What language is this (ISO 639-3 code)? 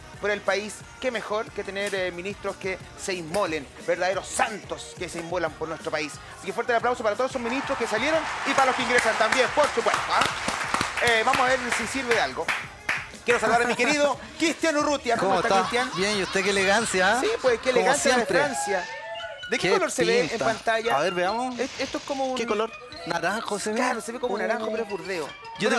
spa